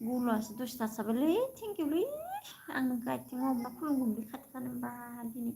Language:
Bodo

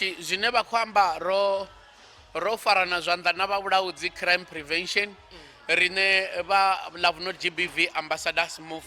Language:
Venda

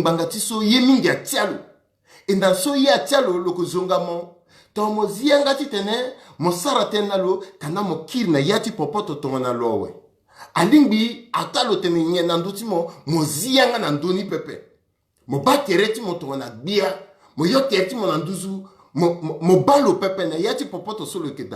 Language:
Sango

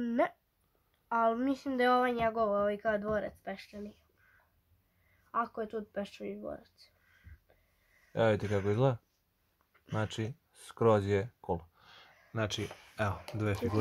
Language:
Serbian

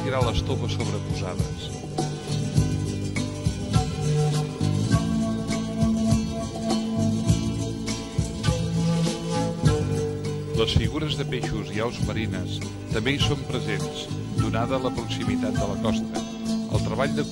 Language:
Catalan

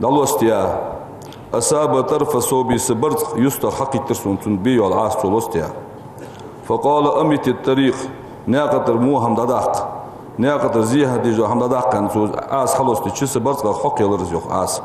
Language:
Ingush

